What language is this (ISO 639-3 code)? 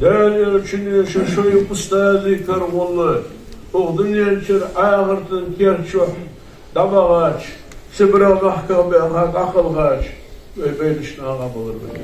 inh